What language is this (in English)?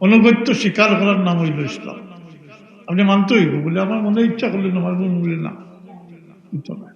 Sylheti